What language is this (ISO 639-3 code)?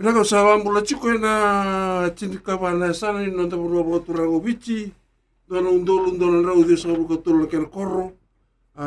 fij